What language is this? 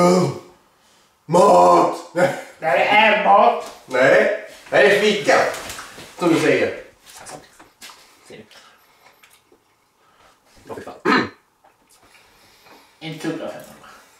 Swedish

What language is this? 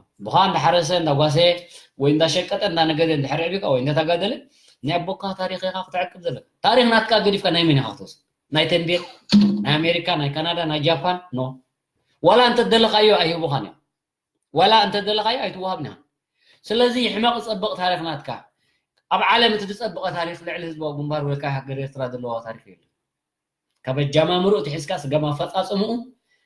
Tigrinya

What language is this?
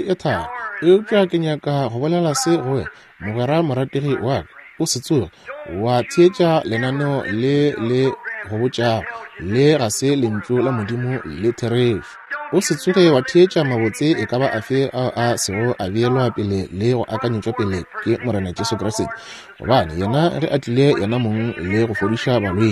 Northern Sotho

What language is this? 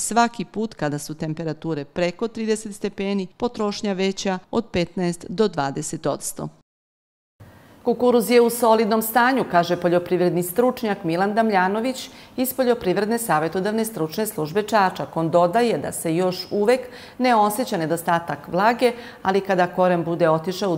Serbian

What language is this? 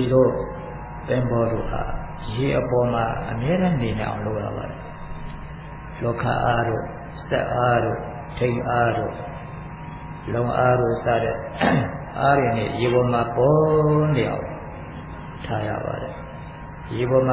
Burmese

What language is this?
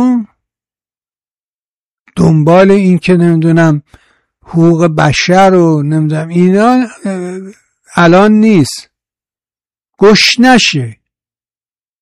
Persian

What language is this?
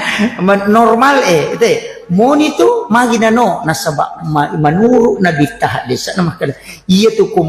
Buginese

